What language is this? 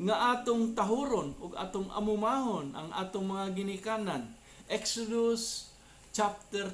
Cebuano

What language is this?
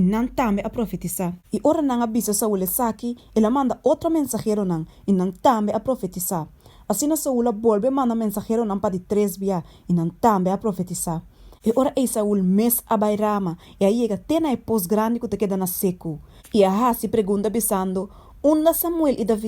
Papiamento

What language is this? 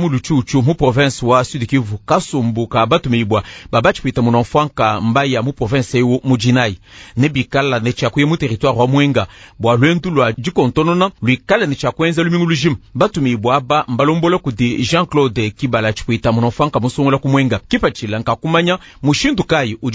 Luba-Lulua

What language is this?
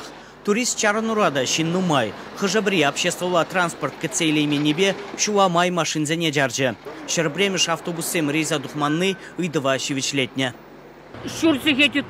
Chuvash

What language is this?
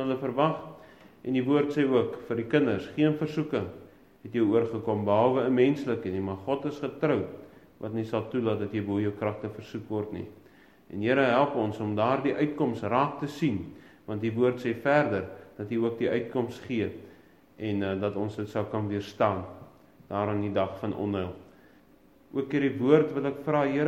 Afrikaans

